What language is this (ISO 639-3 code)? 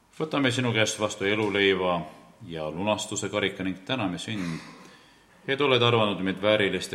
est